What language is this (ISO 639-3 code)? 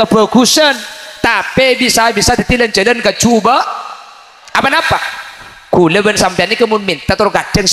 mad